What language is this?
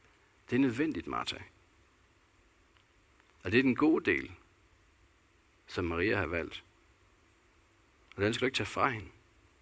Danish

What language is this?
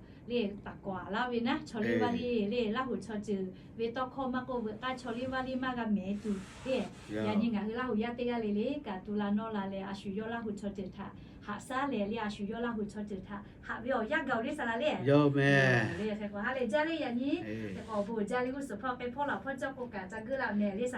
Lahu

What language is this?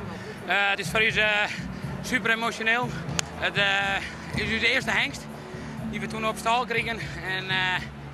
Western Frisian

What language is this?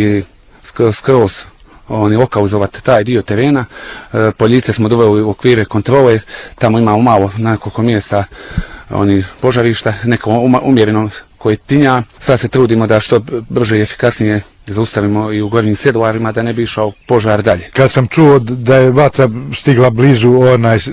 Bosnian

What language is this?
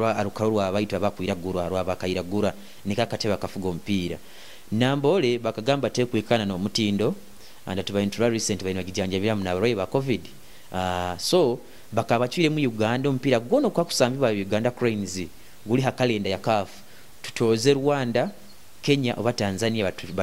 Nyoro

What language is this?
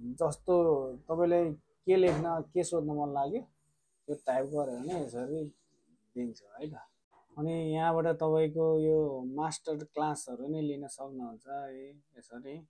Nepali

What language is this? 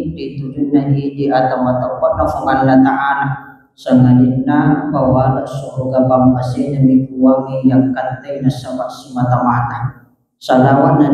Buginese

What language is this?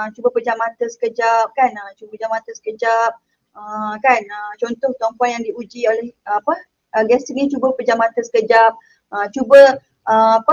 Malay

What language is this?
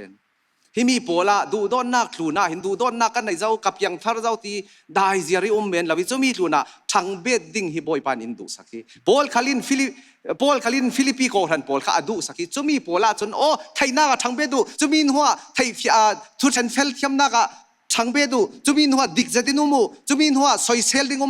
Falam Chin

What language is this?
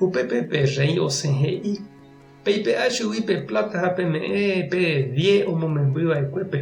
Guarani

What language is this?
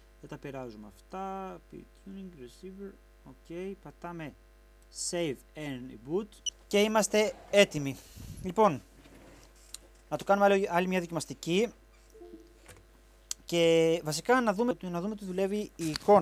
Greek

